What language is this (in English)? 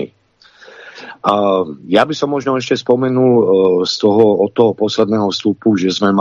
Slovak